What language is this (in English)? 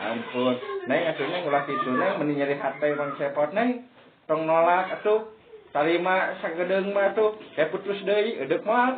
Sundanese